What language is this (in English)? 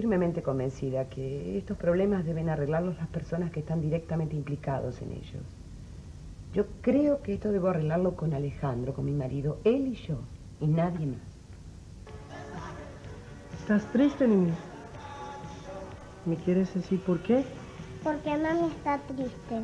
Spanish